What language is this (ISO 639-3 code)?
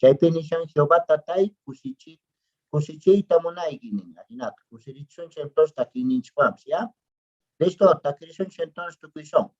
que